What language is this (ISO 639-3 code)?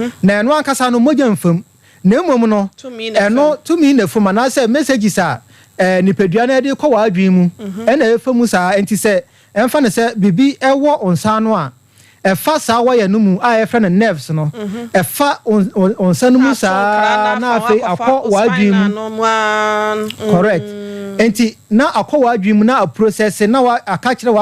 aka